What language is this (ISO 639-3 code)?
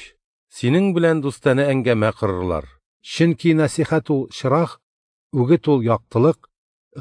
tat